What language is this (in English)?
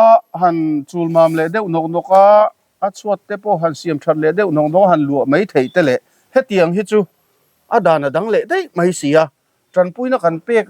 Mizo